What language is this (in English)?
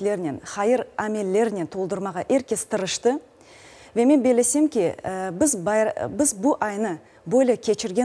Crimean Tatar